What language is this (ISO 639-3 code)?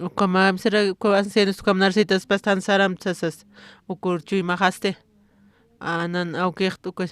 aym